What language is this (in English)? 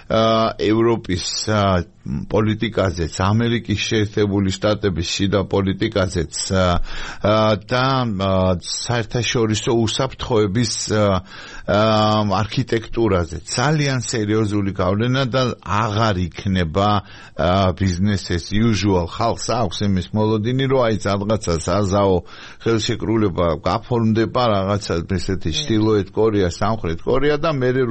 Georgian